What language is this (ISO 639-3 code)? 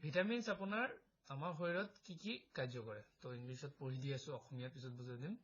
asm